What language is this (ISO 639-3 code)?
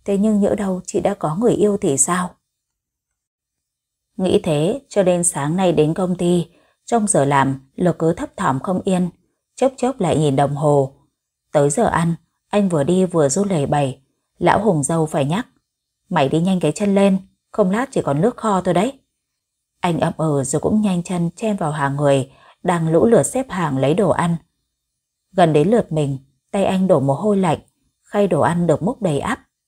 vie